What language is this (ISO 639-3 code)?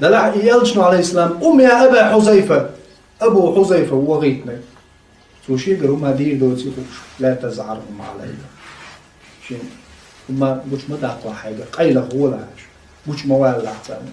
che